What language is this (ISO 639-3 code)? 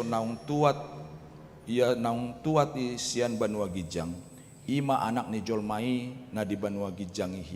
bbc